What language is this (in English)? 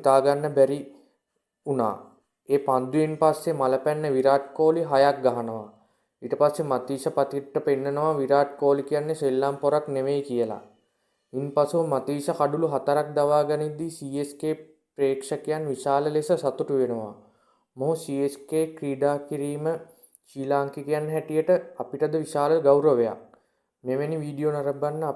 Sinhala